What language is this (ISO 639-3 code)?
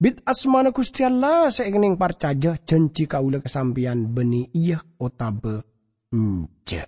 mad